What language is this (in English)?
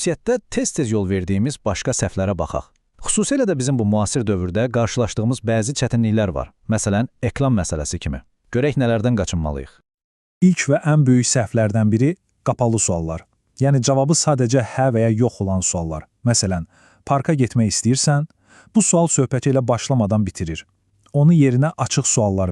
Azerbaijani